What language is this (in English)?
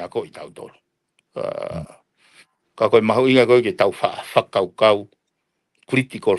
Tongan